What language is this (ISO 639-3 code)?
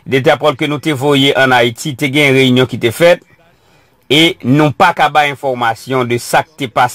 hat